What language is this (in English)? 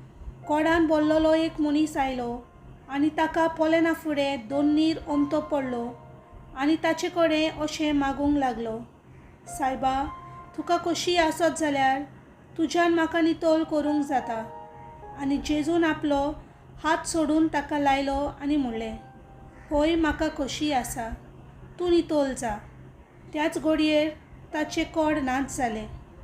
Konkani